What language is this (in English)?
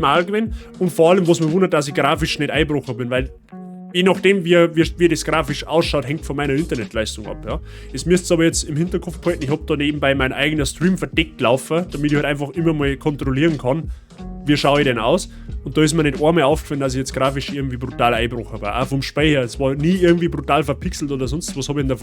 Bavarian